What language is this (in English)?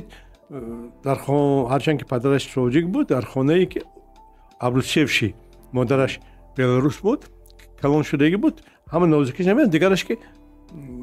Tajik